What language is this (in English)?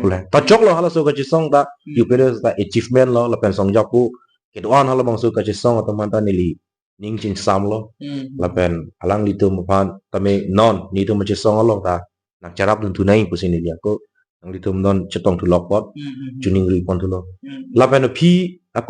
Karbi